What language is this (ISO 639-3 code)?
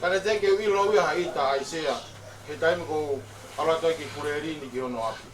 ton